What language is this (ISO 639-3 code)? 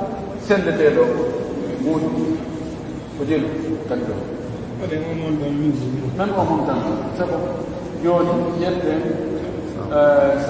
fuf